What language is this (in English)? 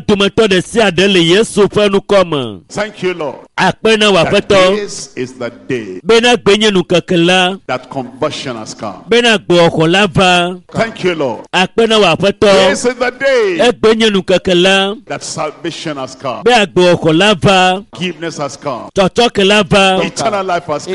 Ewe